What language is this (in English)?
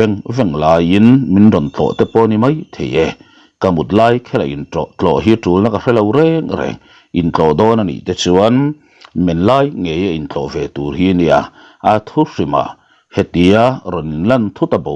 Mizo